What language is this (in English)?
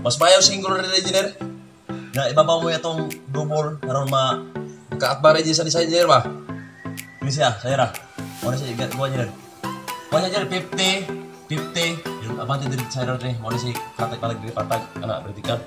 Cebuano